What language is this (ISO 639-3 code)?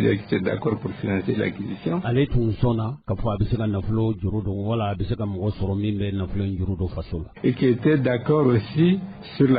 bam